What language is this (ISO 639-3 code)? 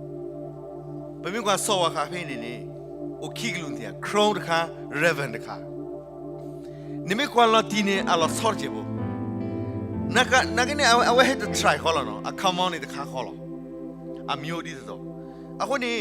ksw